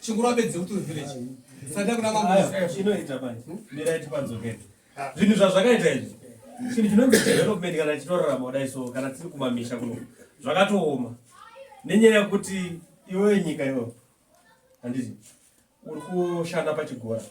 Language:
Shona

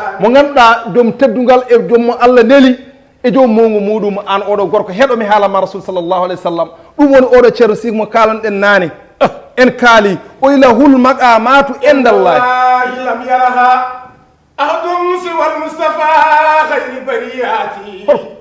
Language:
Fula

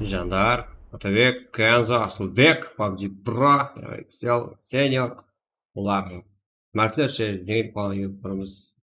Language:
Kara-Kalpak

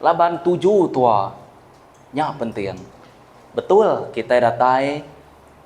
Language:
Iban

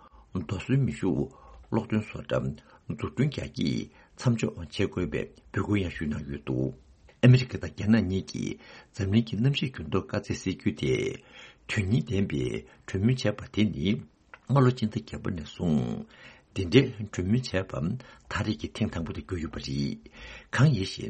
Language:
Tibetan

